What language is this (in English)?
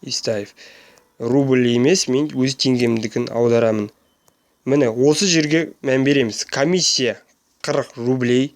Kazakh